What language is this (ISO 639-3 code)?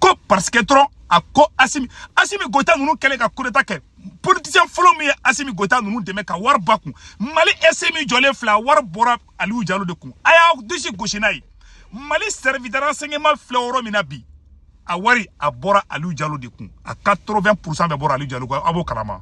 bam